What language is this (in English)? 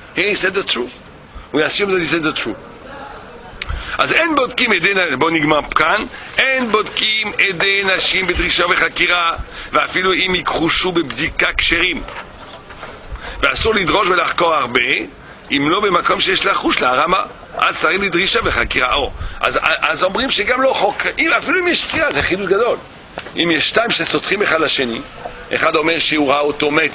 Hebrew